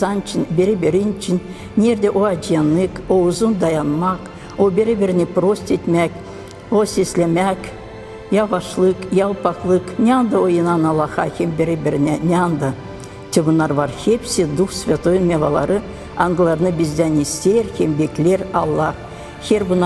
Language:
Gagauz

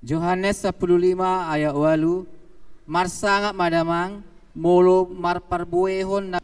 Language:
Batak Toba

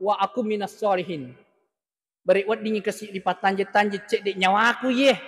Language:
Buginese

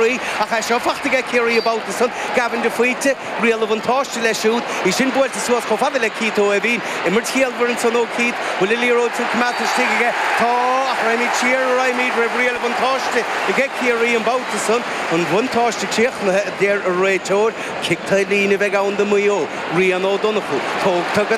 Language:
Irish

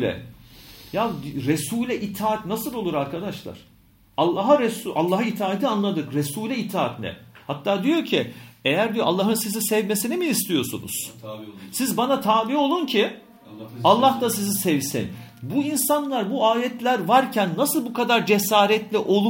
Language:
Turkish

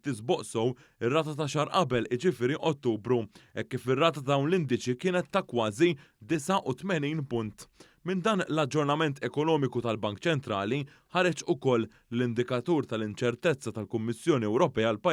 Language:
Maltese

